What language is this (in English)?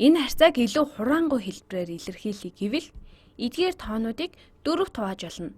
Mongolian